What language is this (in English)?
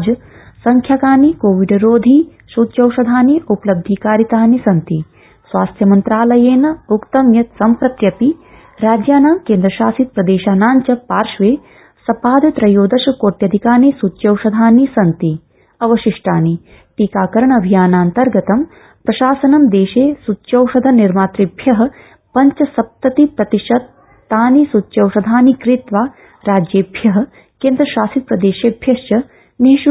Sanskrit